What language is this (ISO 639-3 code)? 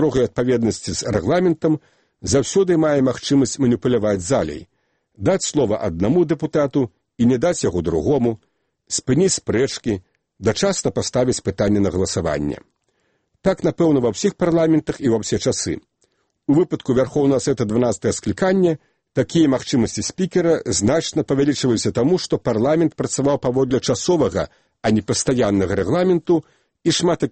bel